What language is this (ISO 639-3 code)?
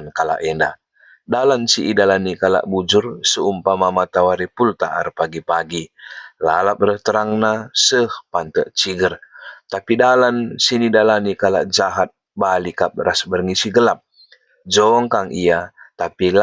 btx